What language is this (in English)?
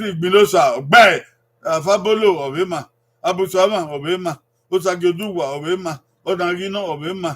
Bini